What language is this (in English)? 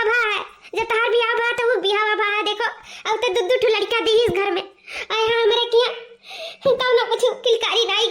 Awadhi